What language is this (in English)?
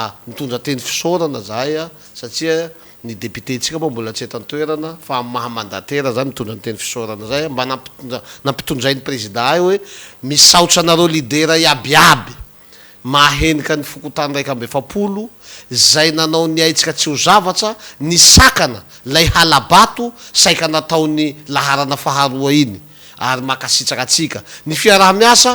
Malagasy